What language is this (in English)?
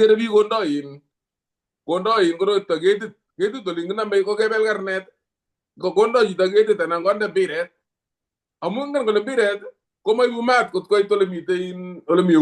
Kalenjin